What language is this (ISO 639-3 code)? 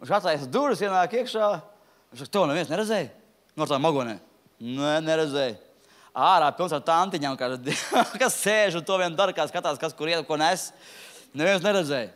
lav